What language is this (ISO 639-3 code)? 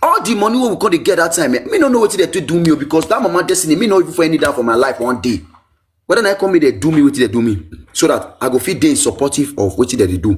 pcm